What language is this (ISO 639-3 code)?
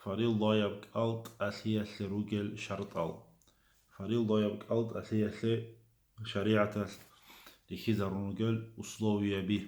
ava